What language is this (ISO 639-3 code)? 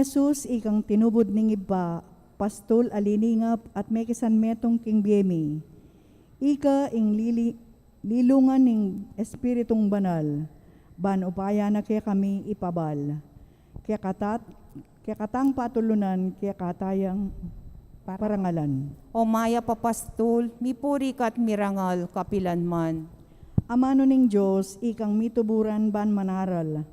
pam